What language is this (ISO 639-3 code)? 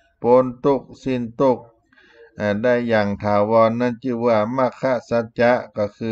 tha